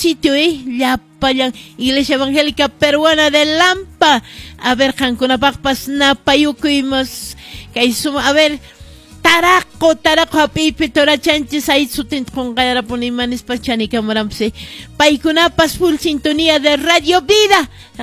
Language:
Quechua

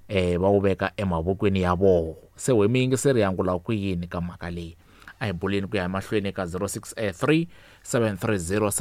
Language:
Tsonga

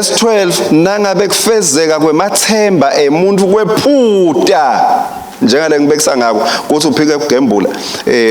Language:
Swati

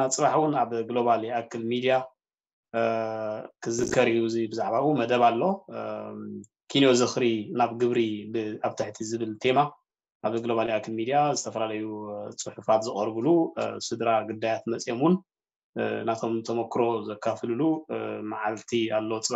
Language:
Tigrinya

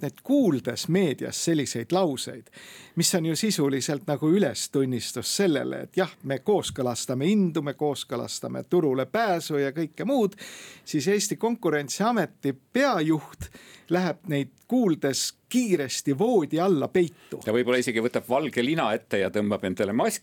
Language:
Estonian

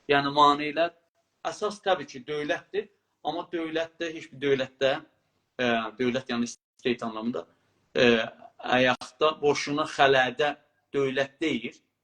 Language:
South Azerbaijani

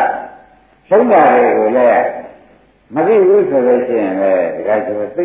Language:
Burmese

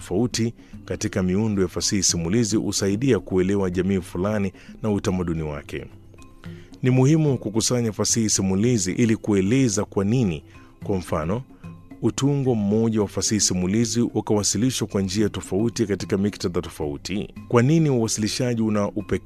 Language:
Swahili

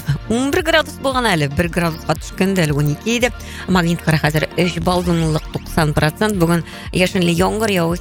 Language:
Tatar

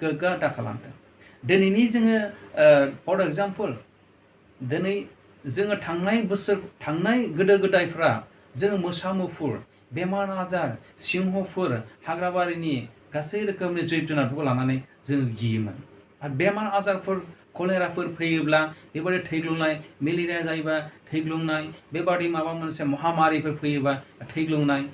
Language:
Bodo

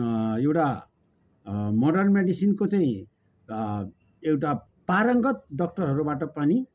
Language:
Nepali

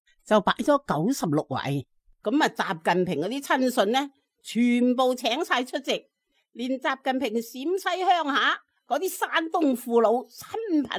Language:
Cantonese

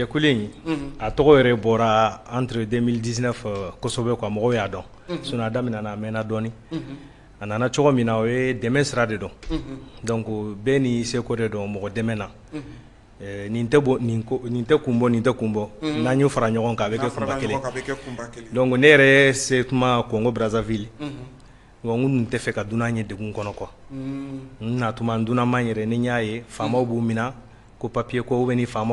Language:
Bambara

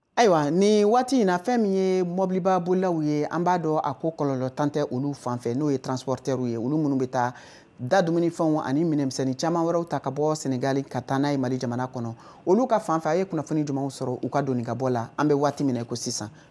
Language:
Bambara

